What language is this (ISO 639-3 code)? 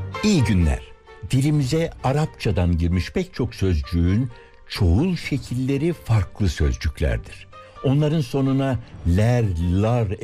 tur